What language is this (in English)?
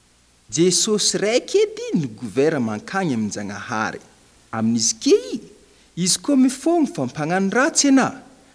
Malagasy